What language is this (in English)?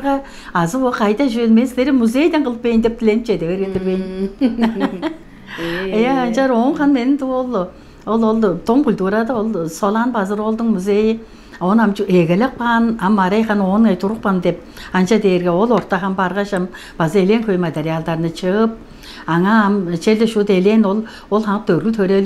Tuvinian